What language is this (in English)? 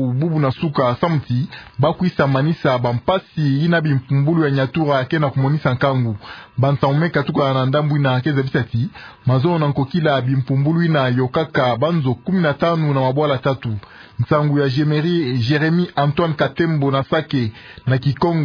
Kituba (Democratic Republic of Congo)